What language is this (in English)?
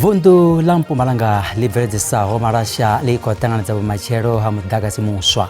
Venda